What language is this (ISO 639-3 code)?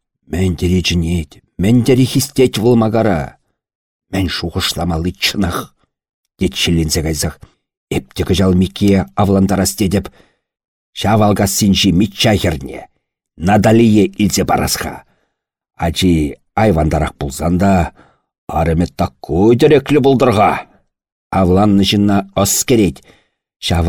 chv